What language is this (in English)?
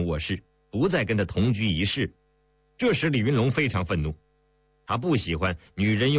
Chinese